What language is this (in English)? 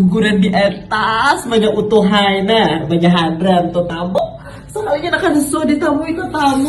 Banjar